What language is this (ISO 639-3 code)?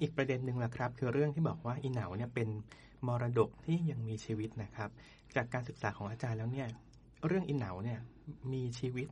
tha